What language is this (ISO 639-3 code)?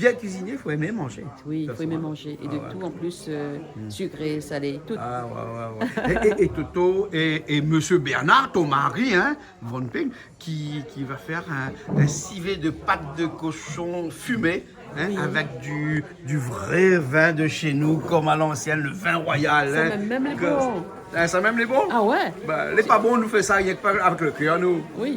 rcf